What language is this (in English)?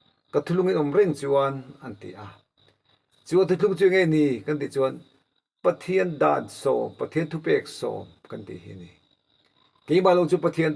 Mizo